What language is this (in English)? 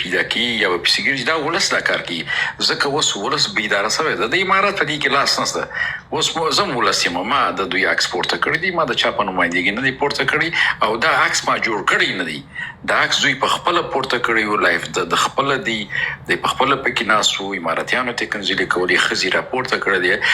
Pashto